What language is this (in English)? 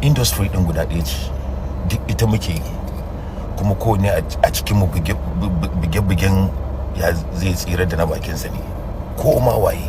Hausa